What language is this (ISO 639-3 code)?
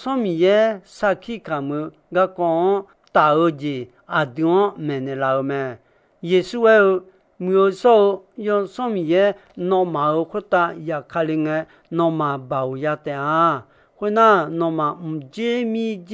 ahk